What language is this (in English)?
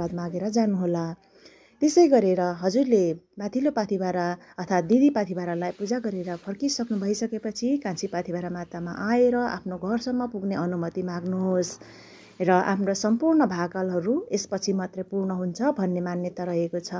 Nepali